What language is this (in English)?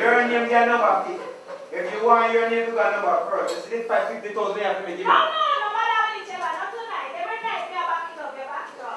Jamaican Creole English